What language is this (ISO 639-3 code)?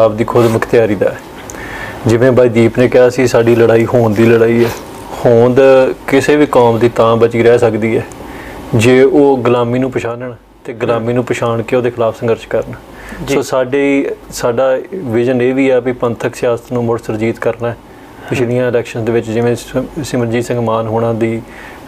pan